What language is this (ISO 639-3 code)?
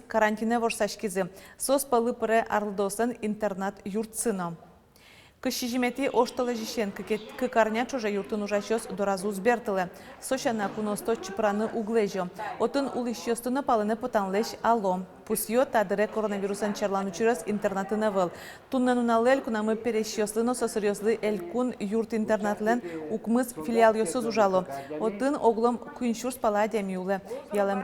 udm